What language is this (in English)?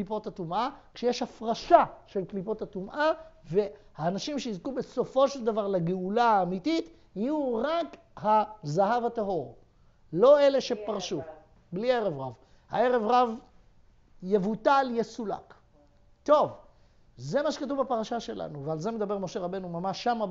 Hebrew